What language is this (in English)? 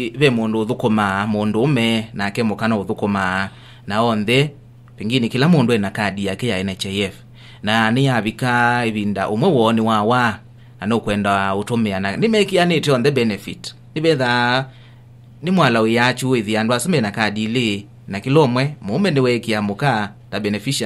Kamba